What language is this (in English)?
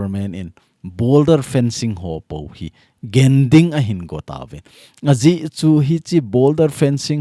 Thado Chin